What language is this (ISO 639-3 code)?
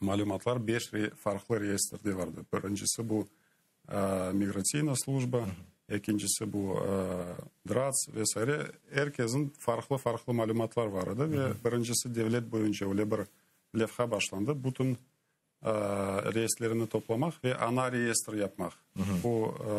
crh